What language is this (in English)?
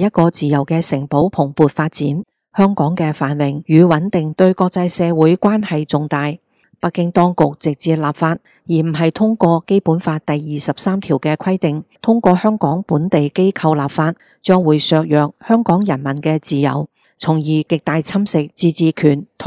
Cantonese